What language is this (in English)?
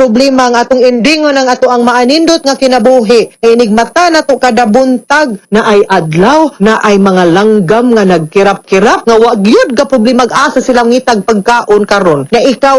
Cebuano